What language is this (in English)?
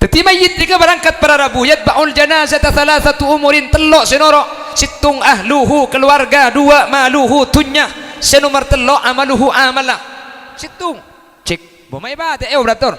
Madurese